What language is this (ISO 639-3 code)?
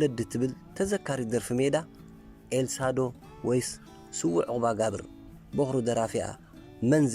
tir